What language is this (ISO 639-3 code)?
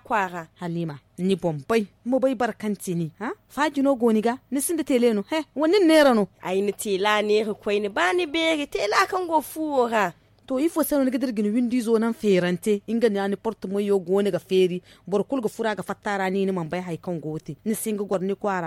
dje